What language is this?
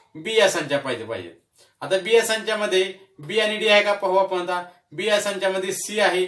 Marathi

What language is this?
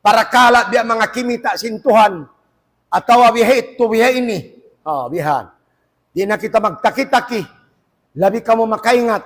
Tausug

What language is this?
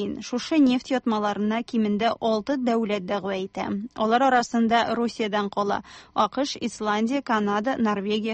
Tatar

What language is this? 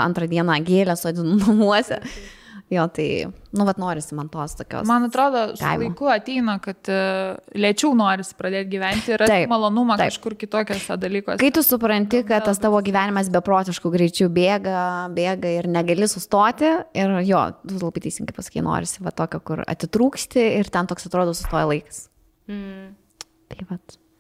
Lithuanian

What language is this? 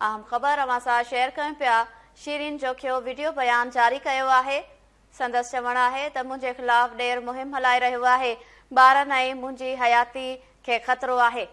Sindhi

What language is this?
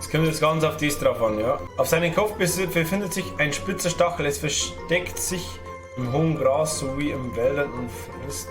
Bavarian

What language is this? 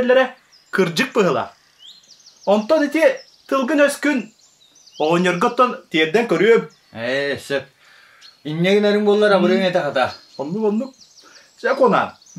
Yakut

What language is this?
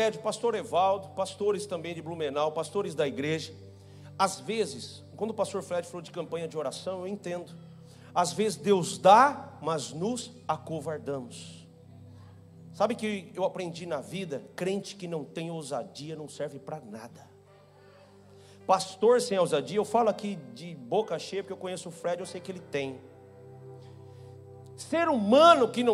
Portuguese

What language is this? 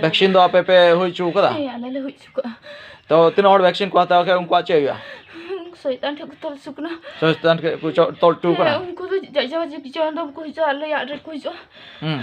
Santali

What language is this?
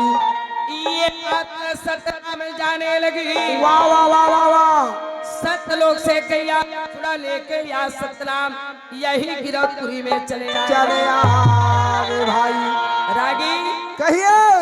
Chhattisgarhi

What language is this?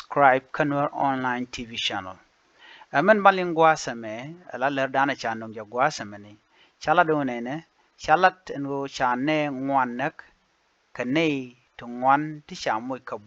Nuer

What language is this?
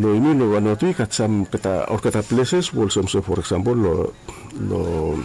Bislama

